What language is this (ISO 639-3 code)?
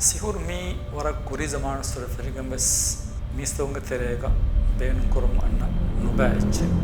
div